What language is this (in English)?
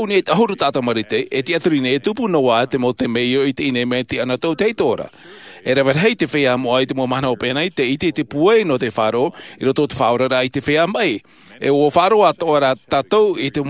Tahitian